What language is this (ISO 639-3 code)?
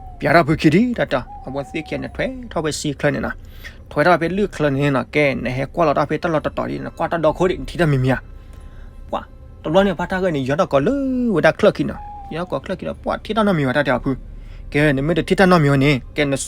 ksw